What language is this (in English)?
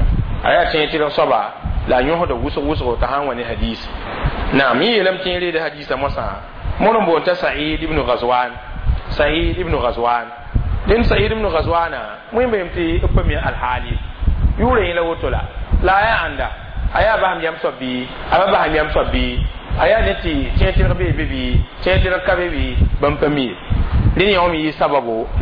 Mossi